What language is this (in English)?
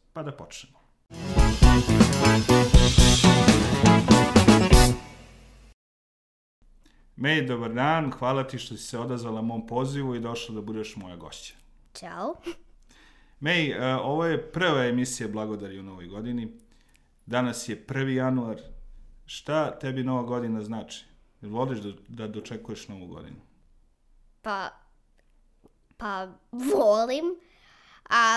Serbian